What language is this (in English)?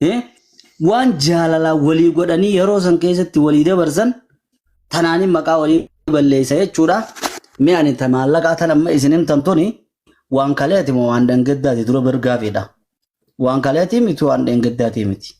Oromo